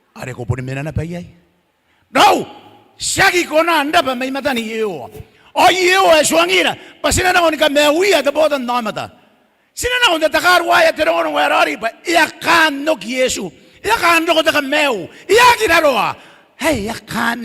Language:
Gilbertese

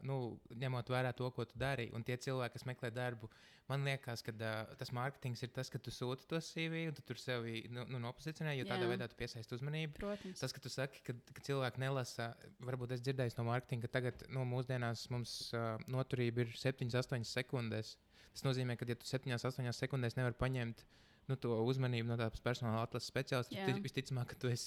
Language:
Latvian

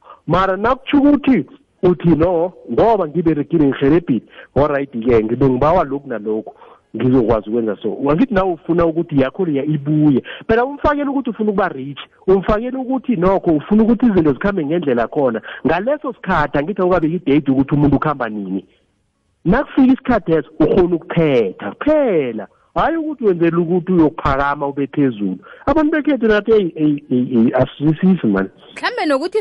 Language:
South Ndebele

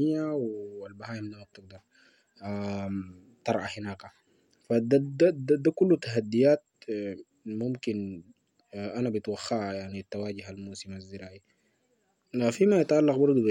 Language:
Sudanese Arabic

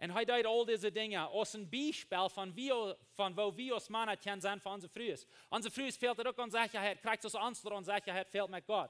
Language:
Plautdietsch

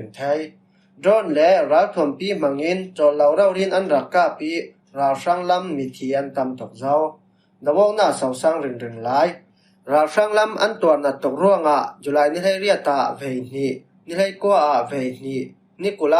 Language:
Falam Chin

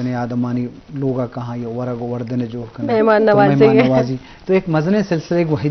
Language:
Eastern Balochi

